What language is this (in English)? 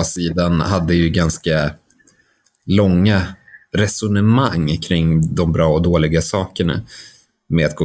Swedish